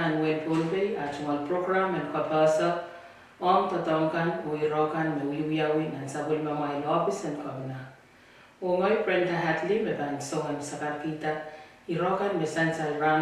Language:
Pohnpeian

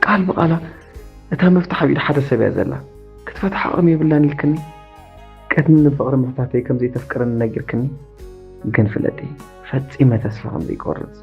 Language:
Tigrinya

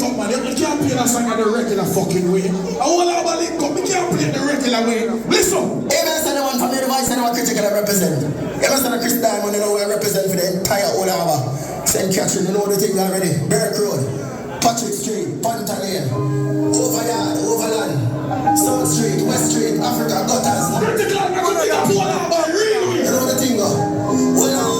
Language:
Jamaican Creole English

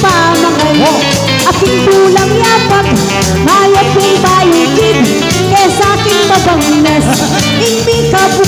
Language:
Pampanga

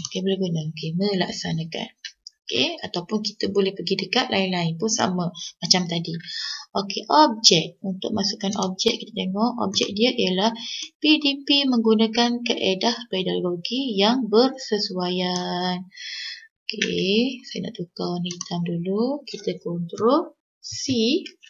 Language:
Malay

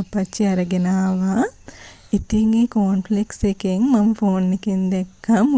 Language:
Sinhala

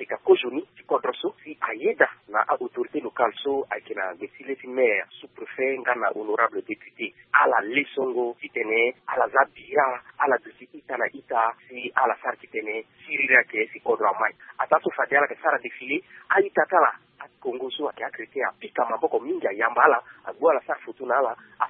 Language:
Sango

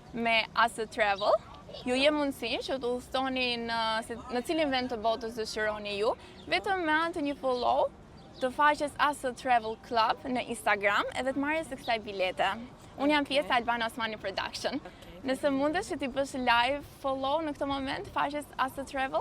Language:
Albanian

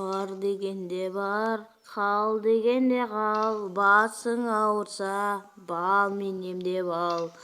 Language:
Kazakh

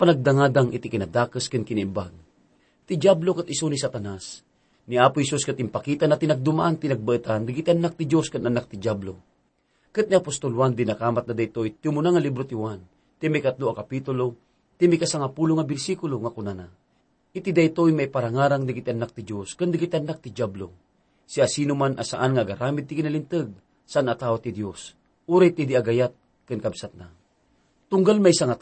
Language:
Iloko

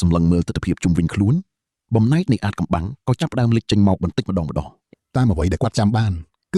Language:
Khmer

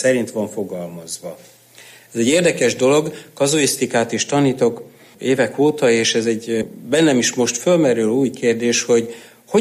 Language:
Hungarian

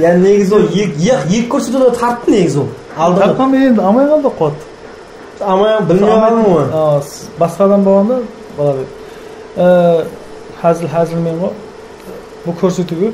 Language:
Kara-Kalpak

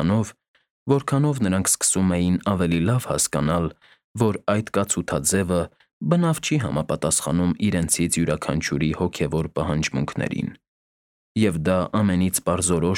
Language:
Armenian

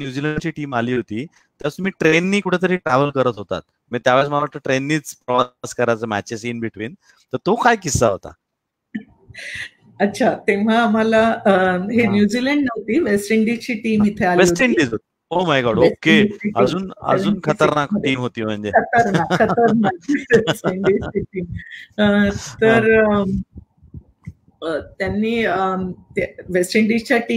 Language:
Marathi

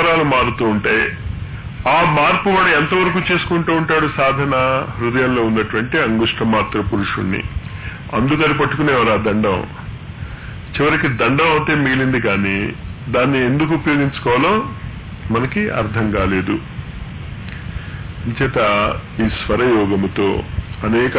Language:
Telugu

